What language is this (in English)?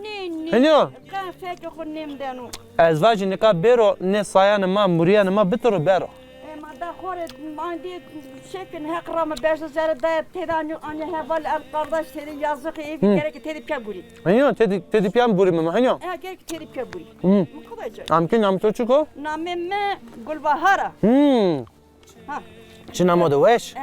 Zaza